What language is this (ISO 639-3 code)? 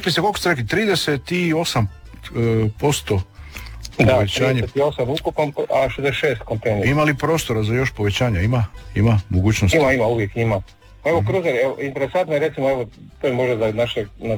hrv